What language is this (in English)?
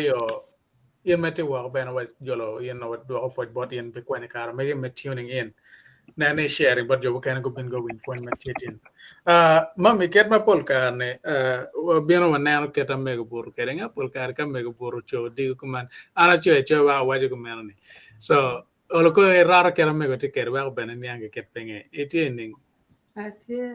Acoli